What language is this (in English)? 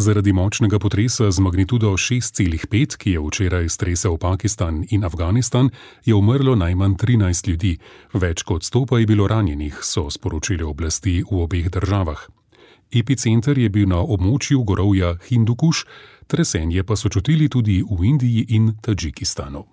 Slovenian